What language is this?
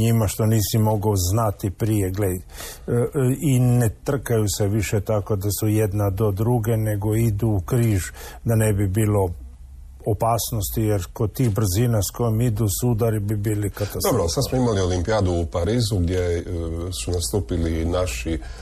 Croatian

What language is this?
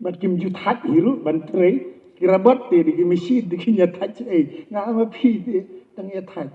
Khasi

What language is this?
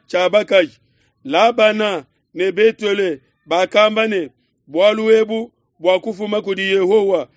Luba-Lulua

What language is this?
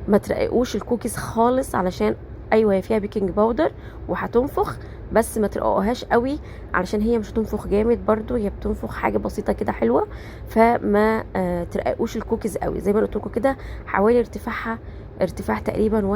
Egyptian Arabic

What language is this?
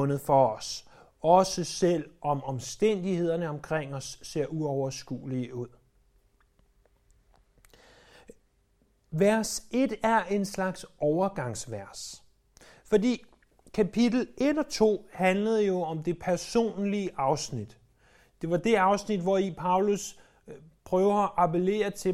Danish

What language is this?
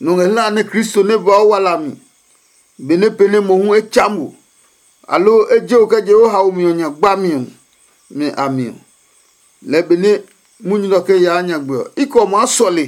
Adangme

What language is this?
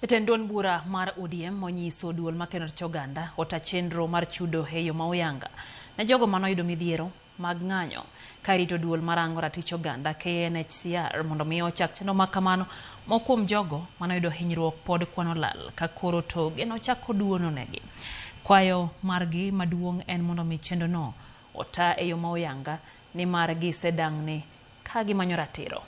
Luo (Kenya and Tanzania)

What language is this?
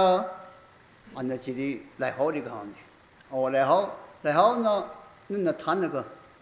Tangkhul Naga (India)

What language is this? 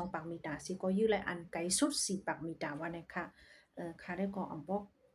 Shan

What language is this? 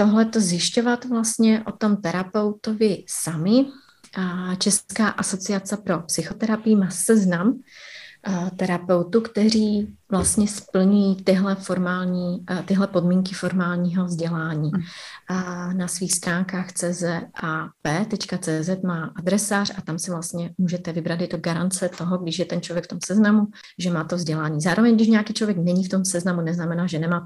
Czech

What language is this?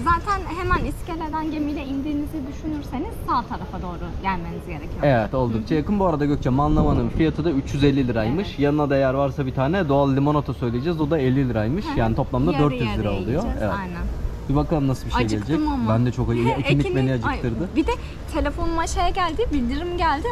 Turkish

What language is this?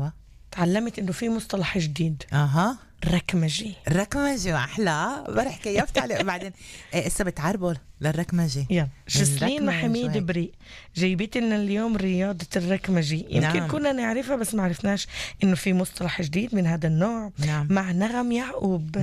North Levantine Arabic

